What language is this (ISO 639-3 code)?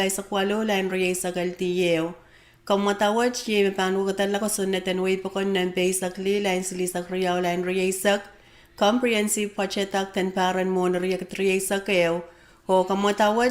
pon